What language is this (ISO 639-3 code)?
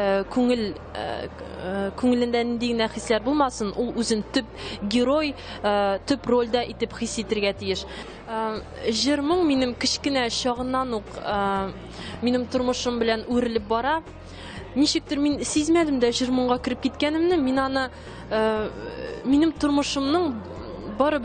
tat